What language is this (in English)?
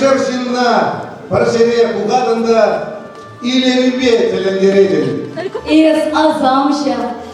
Chuvash